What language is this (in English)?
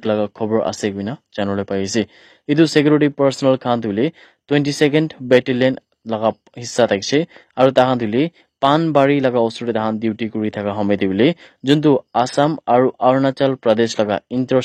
Naga Pidgin